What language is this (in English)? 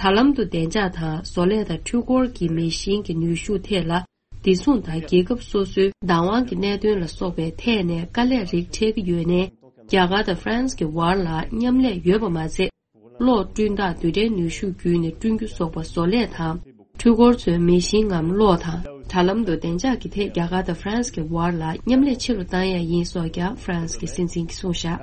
Tibetan